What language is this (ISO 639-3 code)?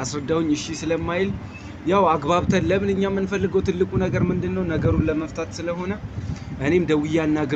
amh